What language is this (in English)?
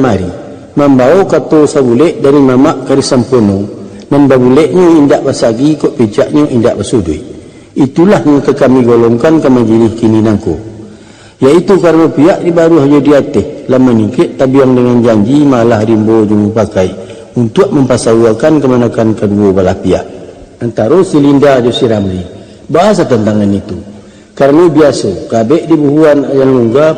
Minangkabau